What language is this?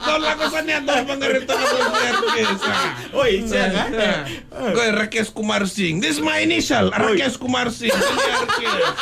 Fijian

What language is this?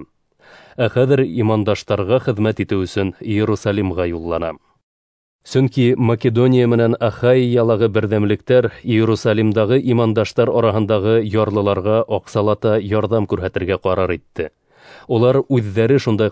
Bashkir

